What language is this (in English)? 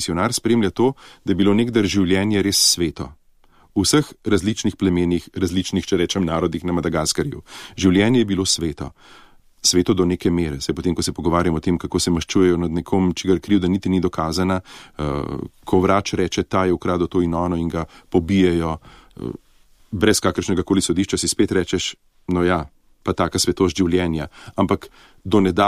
Slovenian